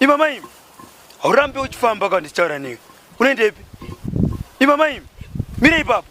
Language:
Shona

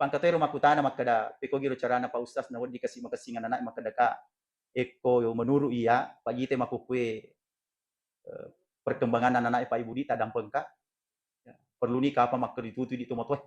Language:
Buginese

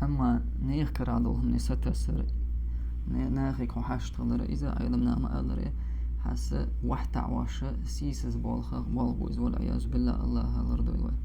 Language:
Chechen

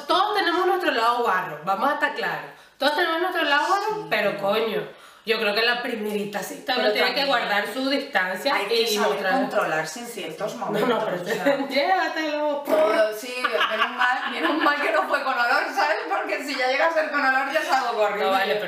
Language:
Spanish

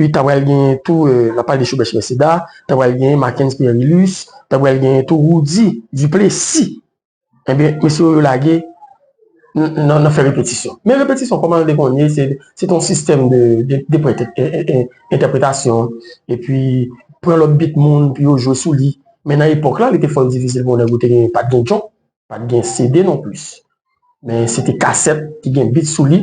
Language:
Haitian Creole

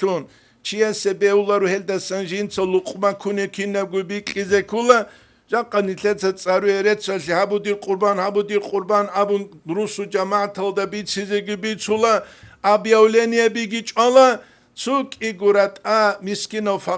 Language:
Avaric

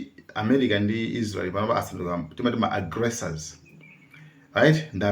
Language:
Nyanja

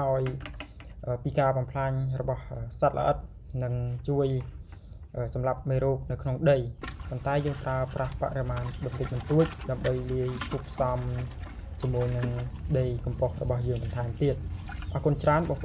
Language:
Khmer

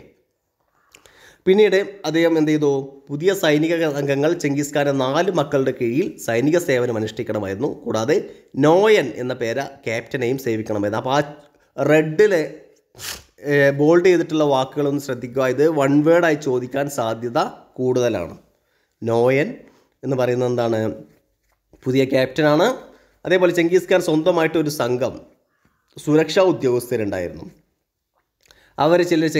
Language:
Malayalam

